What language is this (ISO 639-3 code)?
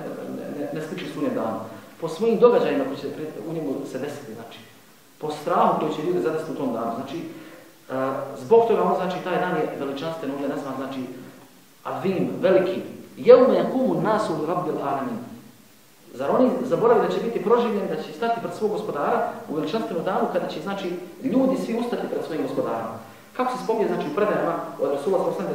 bos